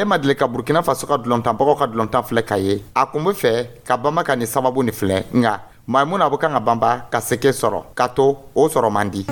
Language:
Dyula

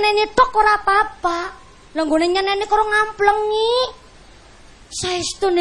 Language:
Javanese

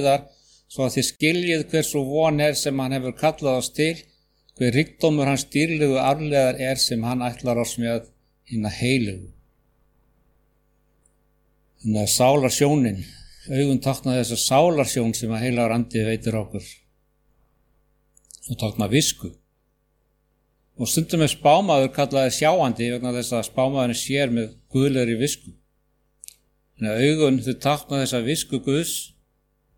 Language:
Icelandic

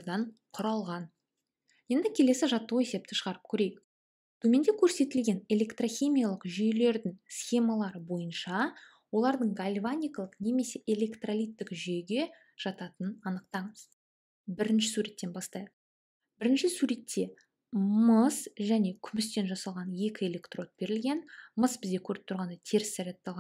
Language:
Kazakh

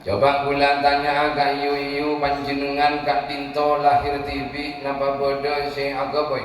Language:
Madurese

